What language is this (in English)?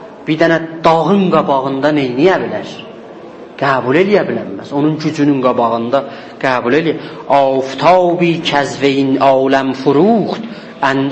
South Azerbaijani